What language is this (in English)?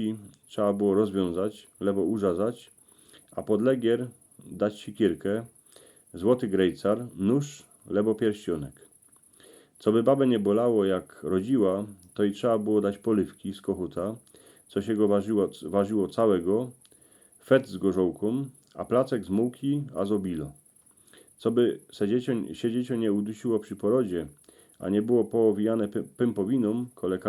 Silesian